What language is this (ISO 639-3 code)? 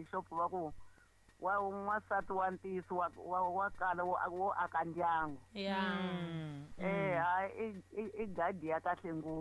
tso